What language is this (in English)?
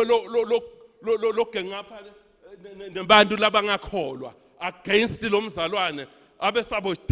Swati